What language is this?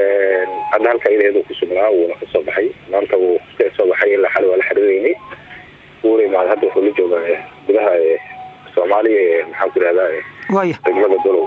Somali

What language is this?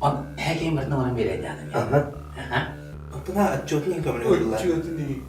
Yakut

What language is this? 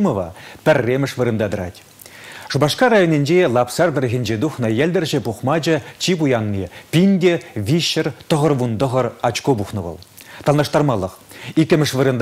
Chuvash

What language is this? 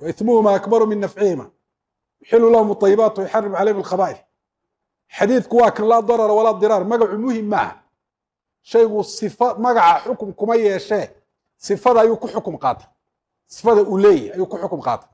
Somali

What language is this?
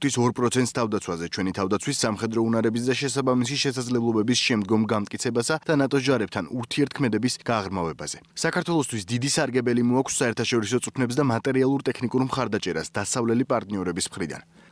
Georgian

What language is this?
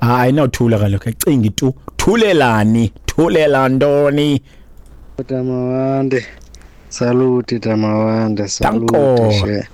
Xhosa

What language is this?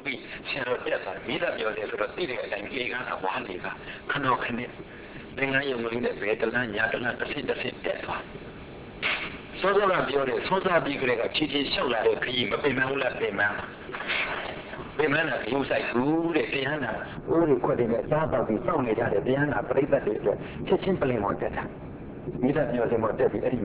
Burmese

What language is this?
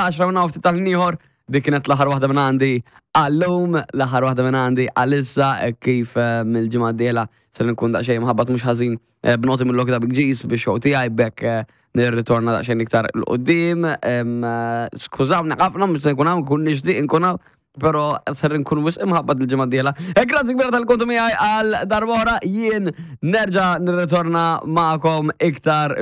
Maltese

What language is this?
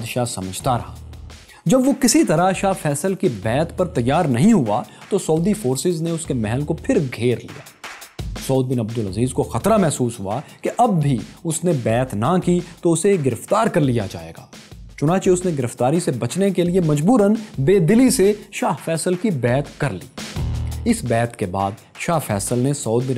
Urdu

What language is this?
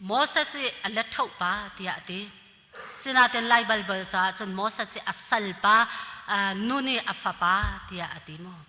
Hakha Chin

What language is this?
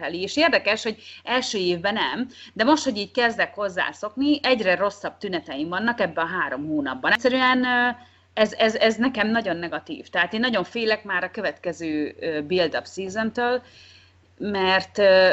Hungarian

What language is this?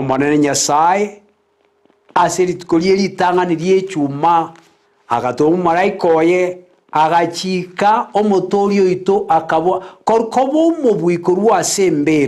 Gusii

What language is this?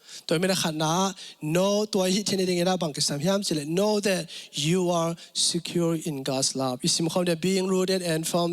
Tedim Chin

